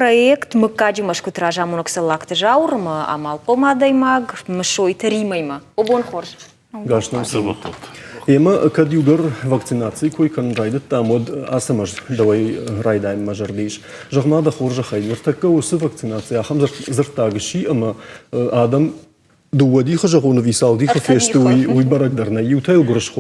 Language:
Ossetic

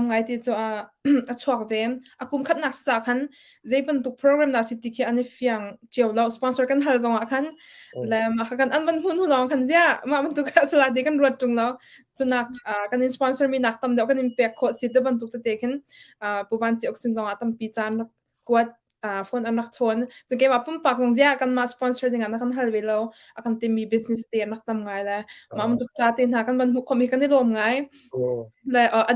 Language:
Hakha Chin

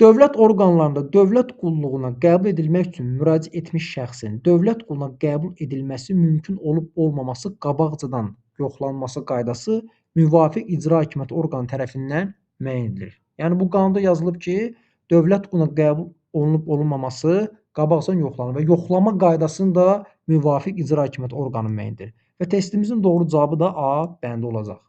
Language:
Azerbaijani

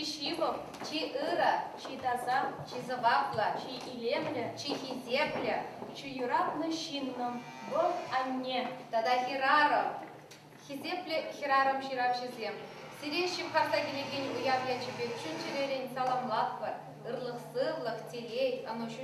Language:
Chuvash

